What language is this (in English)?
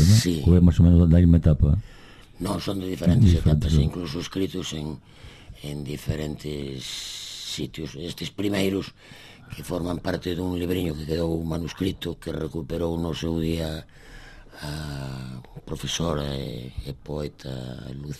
Galician